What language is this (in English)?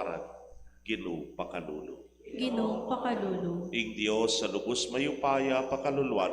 Pampanga